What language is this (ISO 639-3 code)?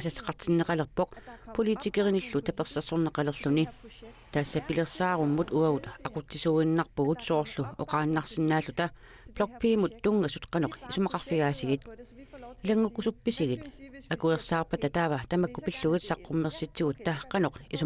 kal